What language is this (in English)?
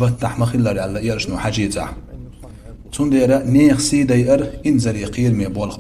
Chechen